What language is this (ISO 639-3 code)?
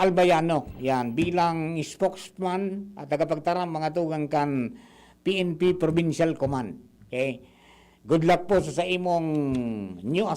bik